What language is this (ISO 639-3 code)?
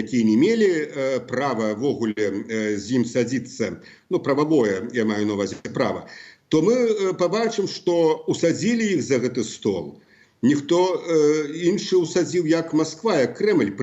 bel